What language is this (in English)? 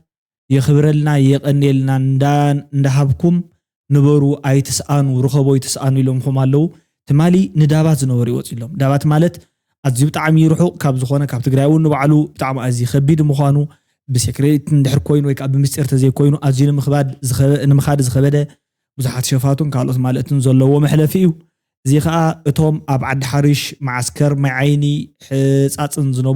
Tigrinya